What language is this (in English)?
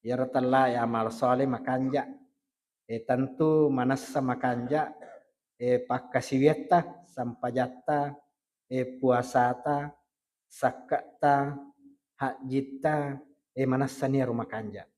Buginese